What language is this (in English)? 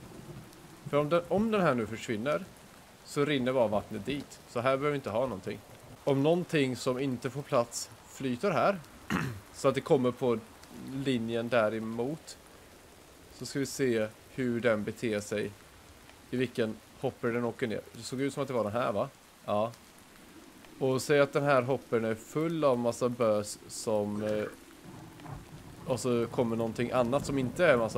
Swedish